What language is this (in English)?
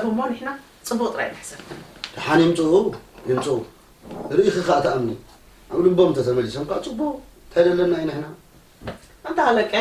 Tigrinya